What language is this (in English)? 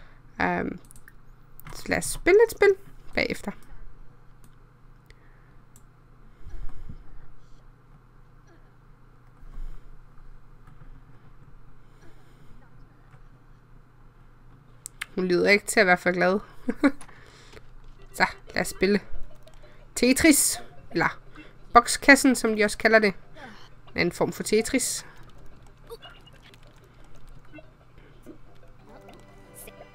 Danish